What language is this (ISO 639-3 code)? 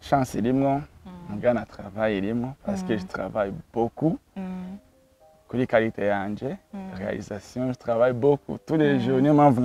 run